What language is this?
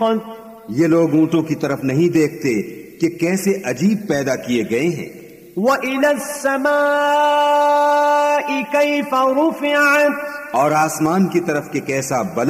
Urdu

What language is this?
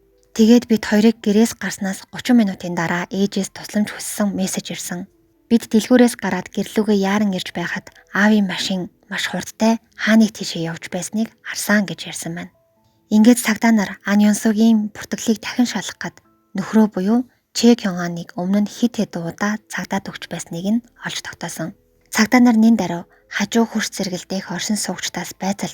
Mongolian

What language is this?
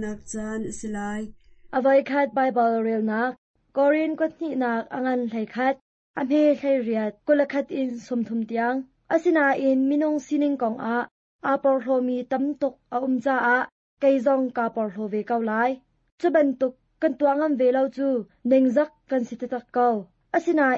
Hakha Chin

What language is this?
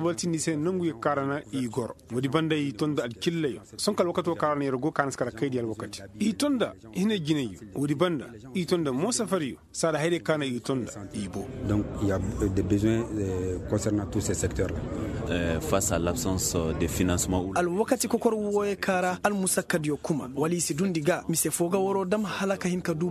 Koyraboro Senni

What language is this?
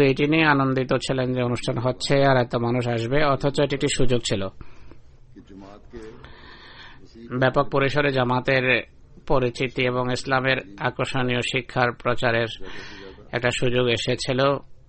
Bangla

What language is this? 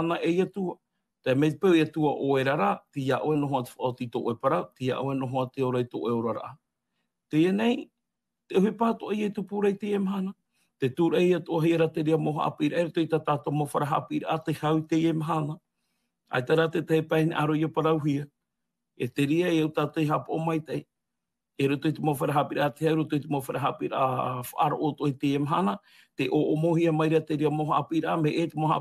Tahitian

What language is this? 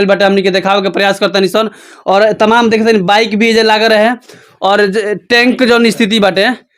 Bhojpuri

